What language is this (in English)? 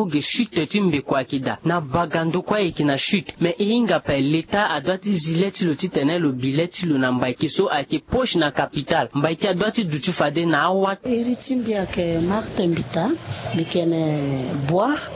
Sango